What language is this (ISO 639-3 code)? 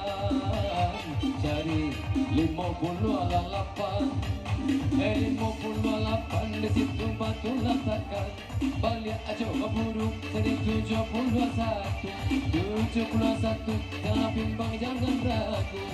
min